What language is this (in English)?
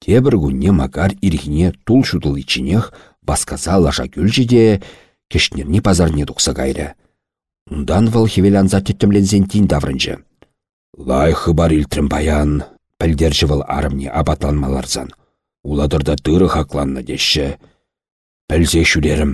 Chuvash